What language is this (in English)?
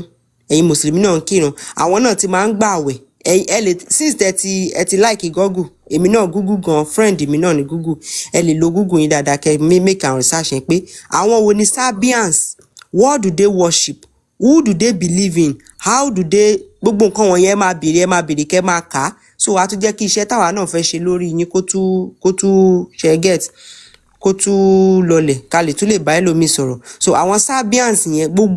Yoruba